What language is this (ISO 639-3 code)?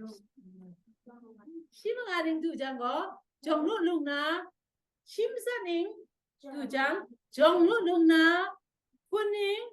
kac